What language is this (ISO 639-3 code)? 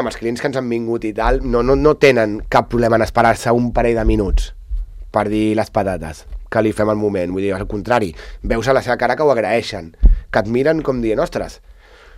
cat